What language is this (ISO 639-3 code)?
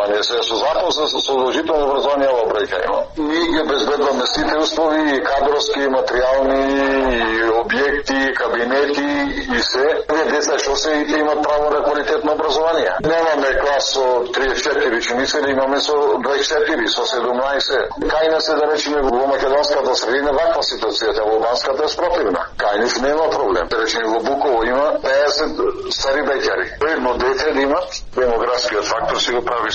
mkd